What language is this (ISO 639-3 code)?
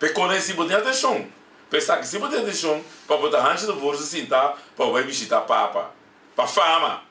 pap